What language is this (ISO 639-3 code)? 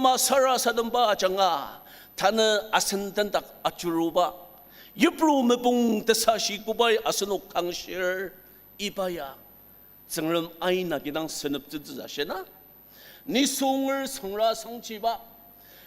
njo